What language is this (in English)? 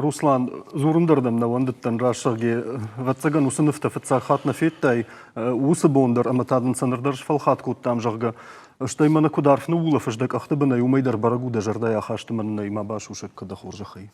Ossetic